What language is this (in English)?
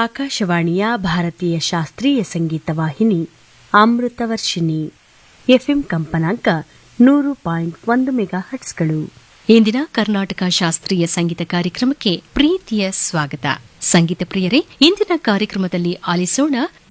Kannada